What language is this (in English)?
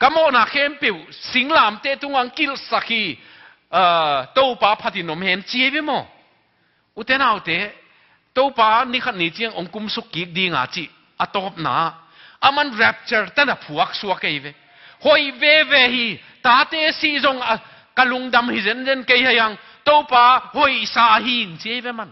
Tedim Chin